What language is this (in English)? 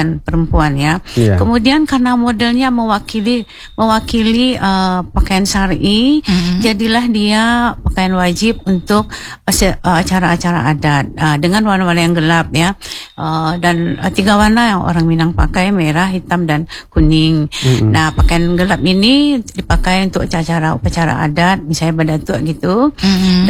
Indonesian